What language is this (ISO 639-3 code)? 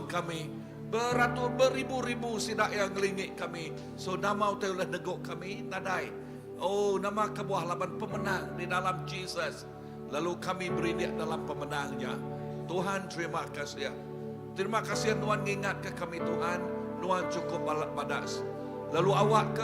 iba